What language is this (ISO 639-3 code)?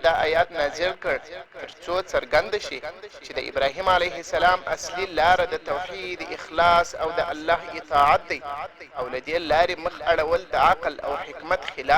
pus